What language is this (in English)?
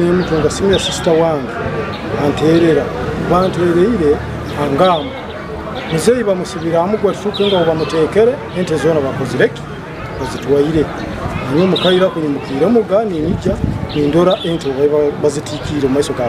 Nyankole